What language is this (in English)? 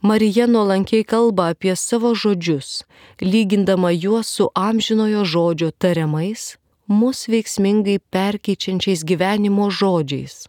Lithuanian